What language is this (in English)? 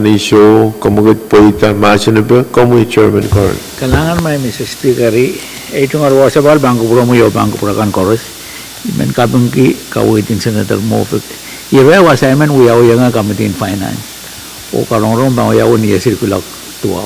Pohnpeian